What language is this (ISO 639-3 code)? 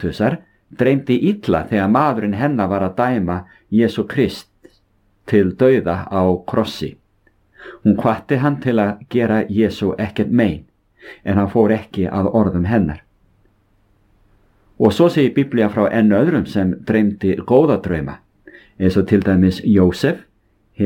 isl